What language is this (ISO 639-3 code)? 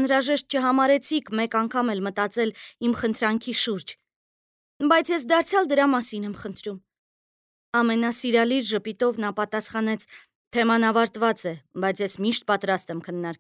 hye